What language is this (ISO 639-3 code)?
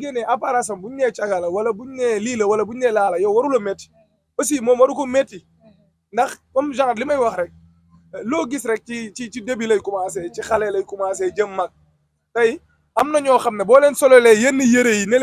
wol